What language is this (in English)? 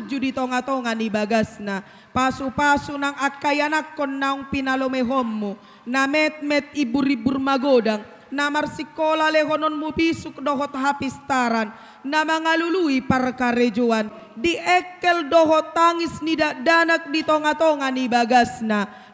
Batak Toba